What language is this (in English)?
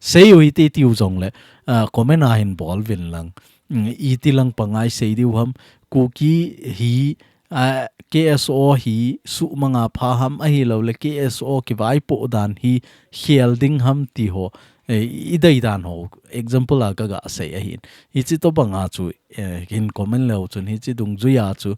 Thado Chin